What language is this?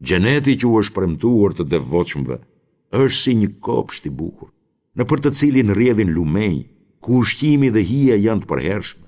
Albanian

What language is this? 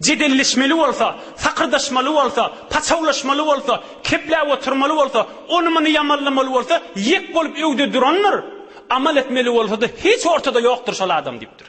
Turkmen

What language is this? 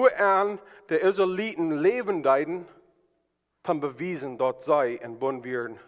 Plautdietsch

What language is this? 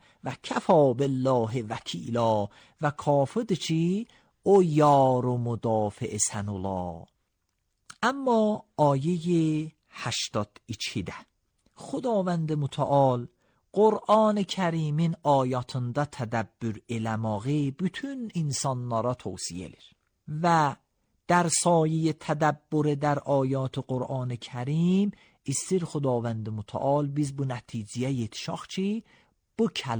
Azerbaijani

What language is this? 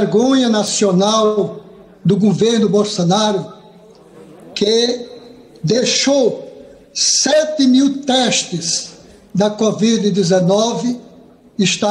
Portuguese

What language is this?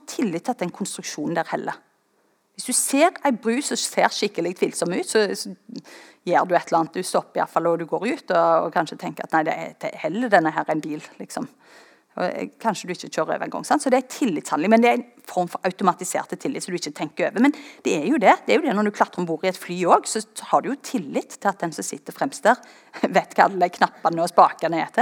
Norwegian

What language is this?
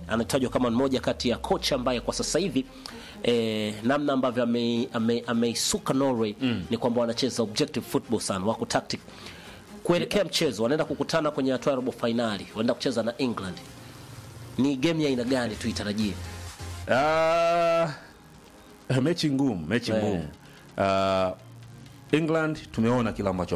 Swahili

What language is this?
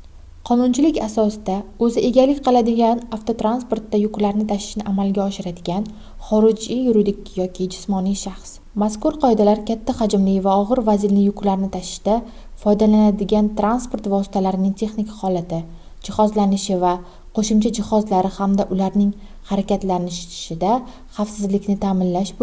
Uzbek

